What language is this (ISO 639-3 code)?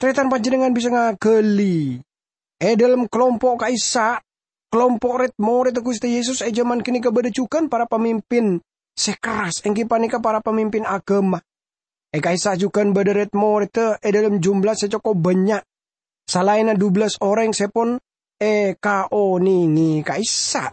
mad